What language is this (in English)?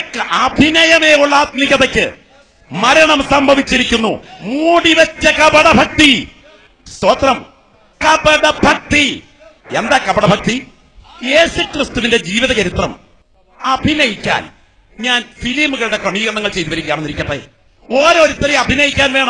Malayalam